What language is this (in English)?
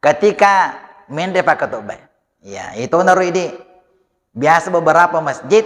Buginese